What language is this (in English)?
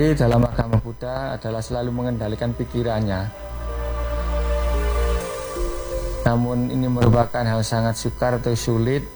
Indonesian